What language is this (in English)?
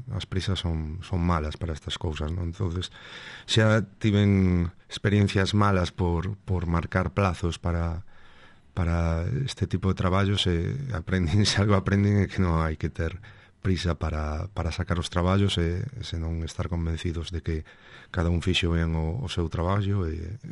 Galician